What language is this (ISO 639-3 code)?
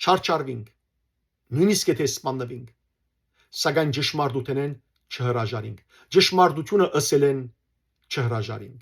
hyw